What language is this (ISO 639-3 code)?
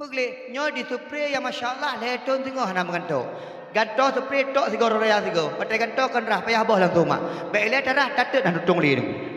ace